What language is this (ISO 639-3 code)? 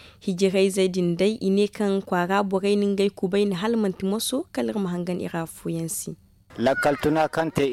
dje